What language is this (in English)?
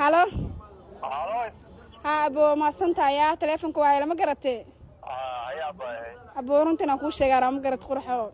Somali